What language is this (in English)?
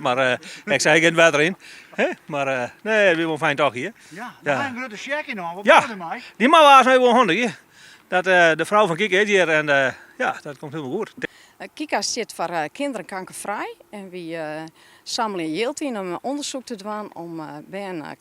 Western Frisian